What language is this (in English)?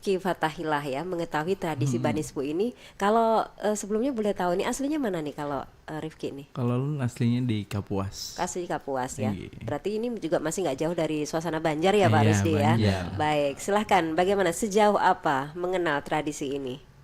Banjar